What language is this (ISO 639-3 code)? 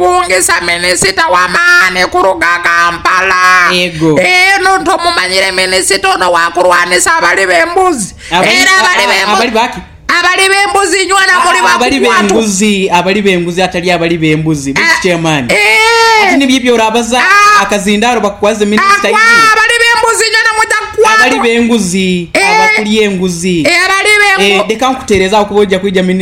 nyo